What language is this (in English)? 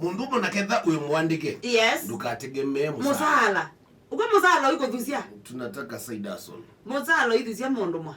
Kamba